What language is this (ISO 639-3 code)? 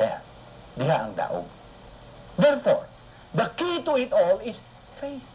ceb